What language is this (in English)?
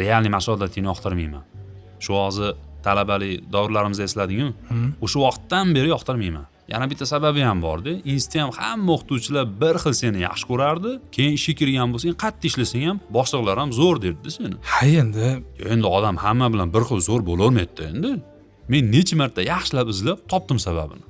Uzbek